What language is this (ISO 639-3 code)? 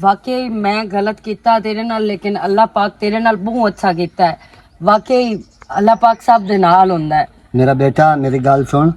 lah